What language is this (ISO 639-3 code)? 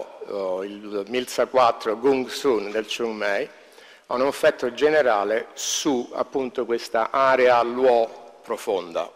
ita